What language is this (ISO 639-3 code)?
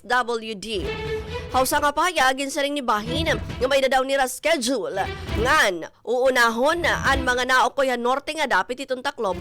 war